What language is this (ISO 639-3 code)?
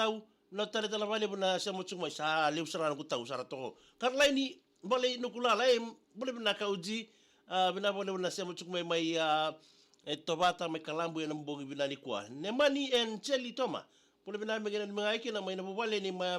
fij